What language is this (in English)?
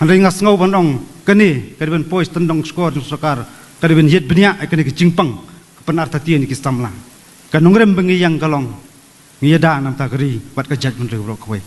Khasi